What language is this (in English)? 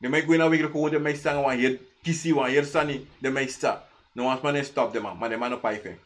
Sranan Tongo